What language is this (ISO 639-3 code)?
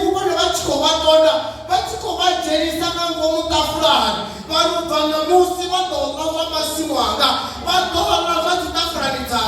ven